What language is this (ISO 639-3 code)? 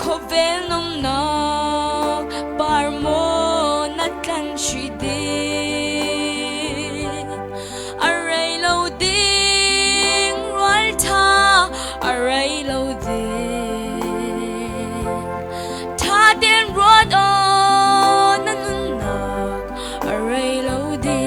cfm